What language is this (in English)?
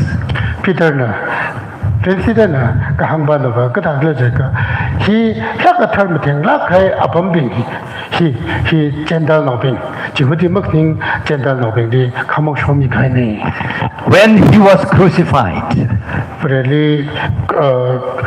Tangkhul Naga (India)